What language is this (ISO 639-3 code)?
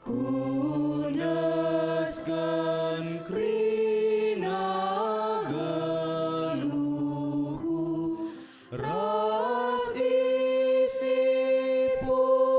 btx